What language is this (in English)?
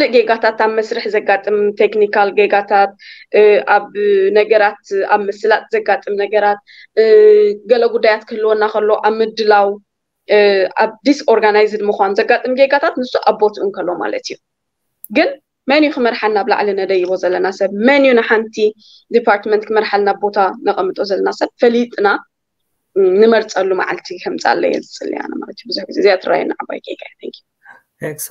Tigrinya